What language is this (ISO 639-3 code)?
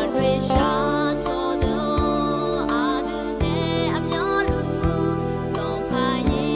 ahk